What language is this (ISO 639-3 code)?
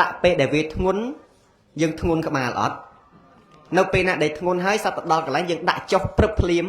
khm